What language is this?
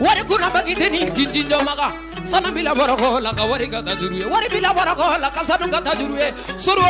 Bambara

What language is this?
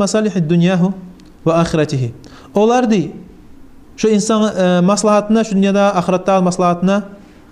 Kumyk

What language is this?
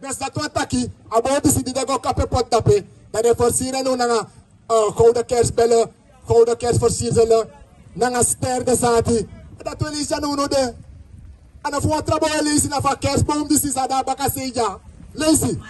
Sranan Tongo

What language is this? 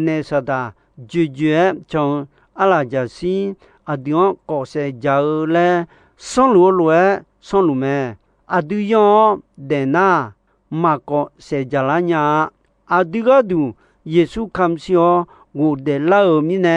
Akha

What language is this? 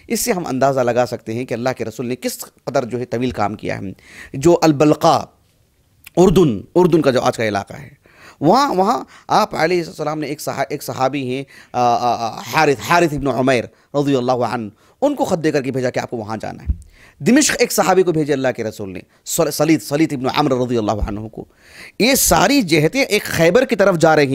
Urdu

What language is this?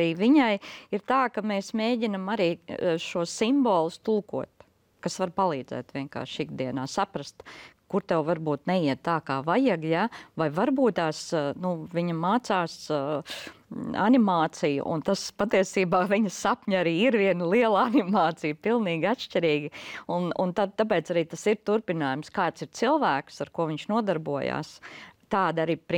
Latvian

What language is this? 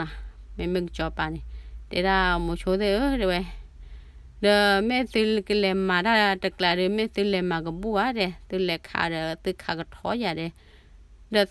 S'gaw Karen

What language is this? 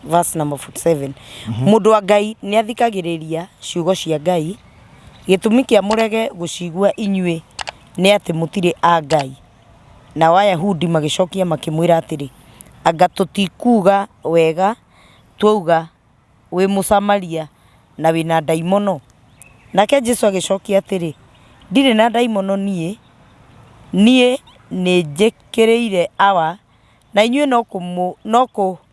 Kikuyu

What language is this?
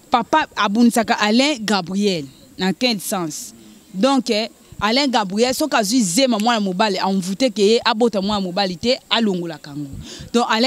Lingala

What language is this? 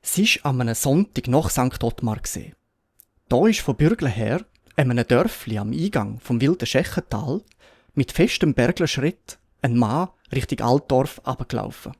Swiss German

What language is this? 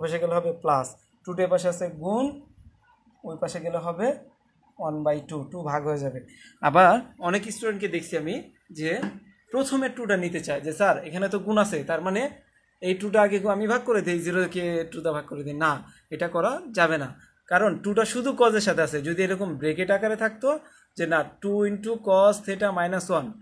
Bangla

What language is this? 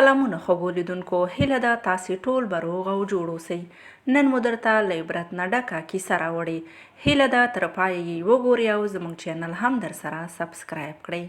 Pashto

